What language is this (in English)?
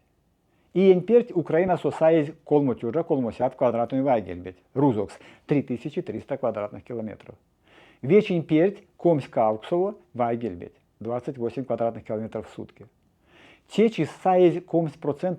Erzya